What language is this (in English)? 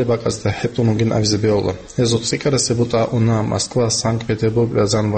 Avaric